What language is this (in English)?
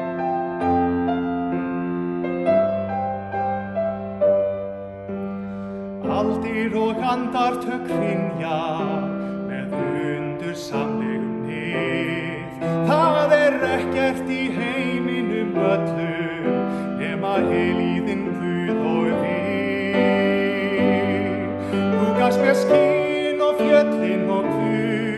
Icelandic